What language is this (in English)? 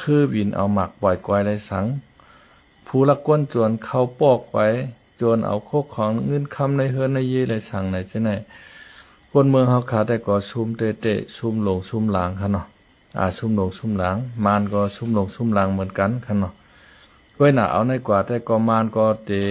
Shan